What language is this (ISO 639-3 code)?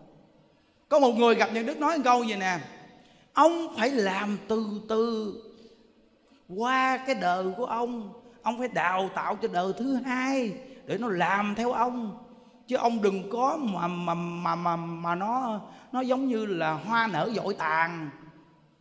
vie